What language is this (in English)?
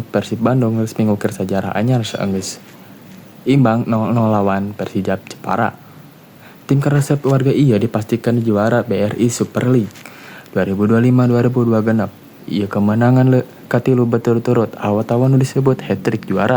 Sundanese